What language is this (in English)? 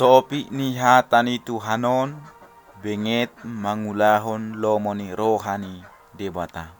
Batak Toba